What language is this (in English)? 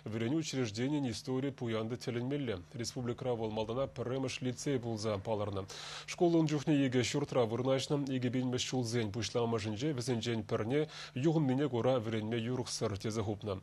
Chuvash